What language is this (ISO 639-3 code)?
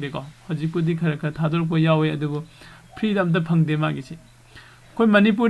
mni